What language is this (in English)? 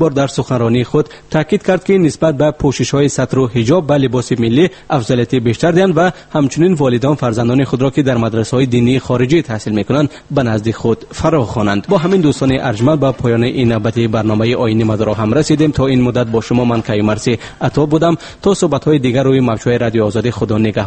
Tajik